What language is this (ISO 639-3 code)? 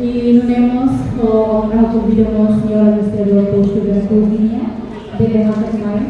tet